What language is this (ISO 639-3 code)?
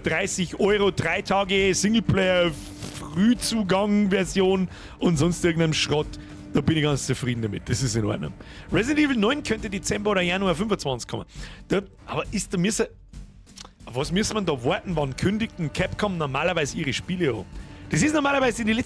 bar